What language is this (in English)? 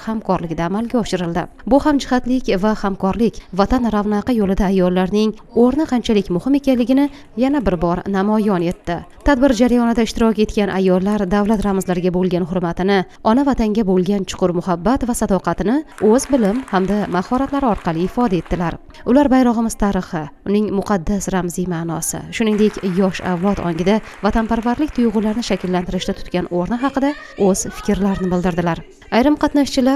Uzbek